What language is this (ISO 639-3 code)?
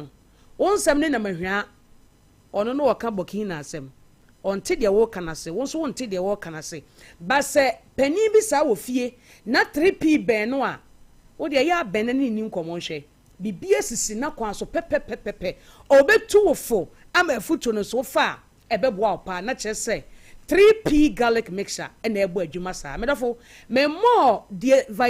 aka